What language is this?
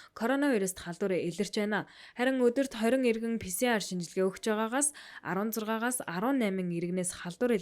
Mongolian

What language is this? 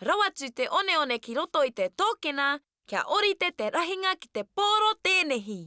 Māori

